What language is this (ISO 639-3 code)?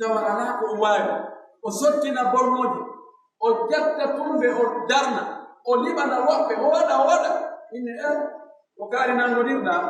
fuf